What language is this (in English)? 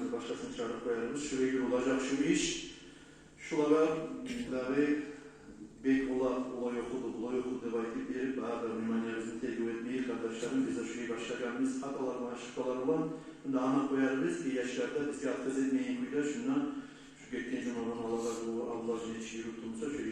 Kumyk